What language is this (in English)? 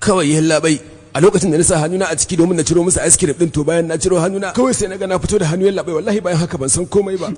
Hausa